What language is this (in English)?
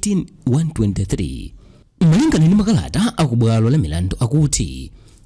Nyanja